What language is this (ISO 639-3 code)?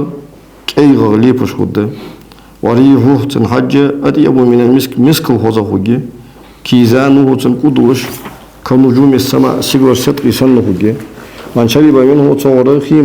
inh